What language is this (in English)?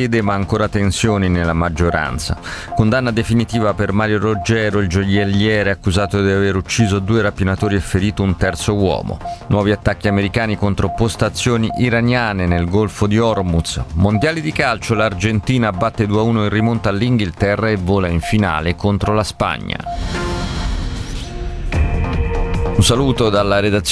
Italian